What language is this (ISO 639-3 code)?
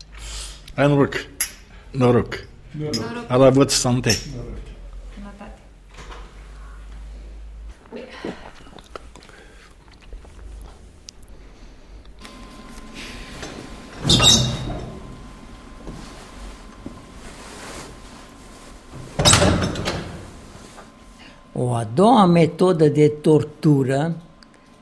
fra